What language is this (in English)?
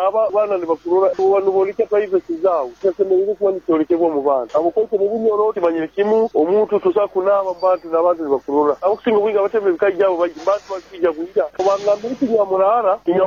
Nyoro